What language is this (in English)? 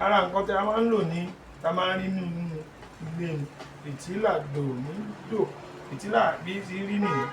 Yoruba